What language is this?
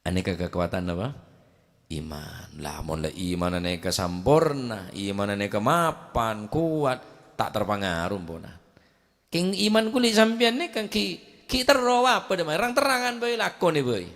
Madurese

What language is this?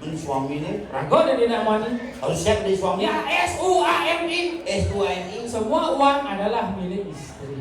Balinese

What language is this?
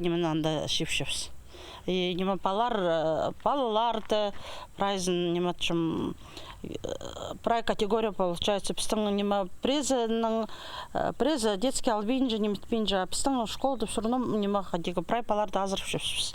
Khakas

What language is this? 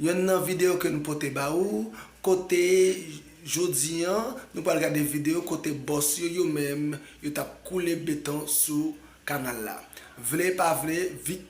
Haitian Creole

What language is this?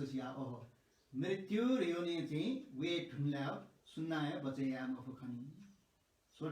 Newari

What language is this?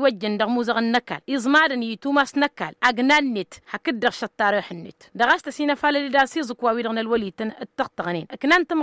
Tamasheq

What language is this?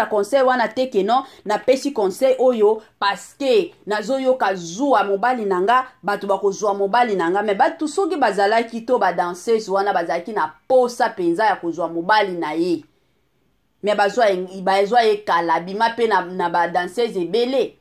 Lingala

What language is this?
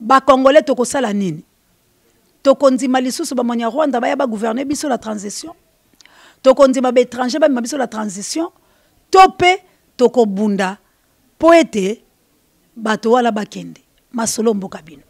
Lingala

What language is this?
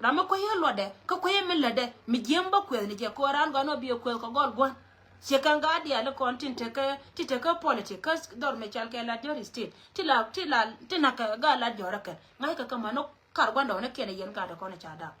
Nuer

